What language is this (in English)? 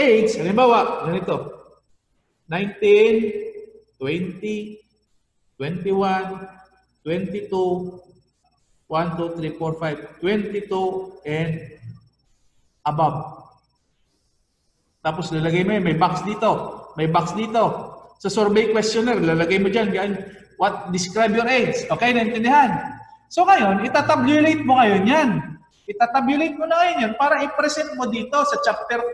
Filipino